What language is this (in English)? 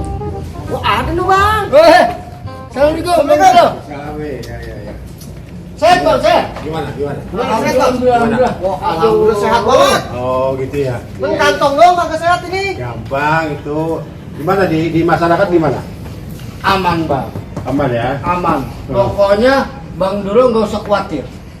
Betawi